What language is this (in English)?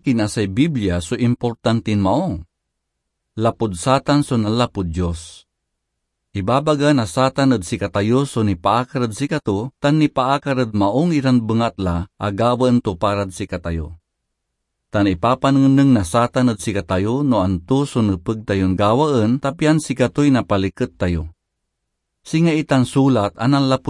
Pangasinan